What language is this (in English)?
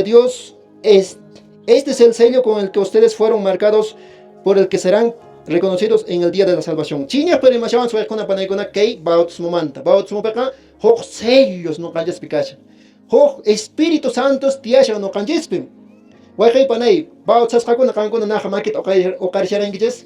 Quechua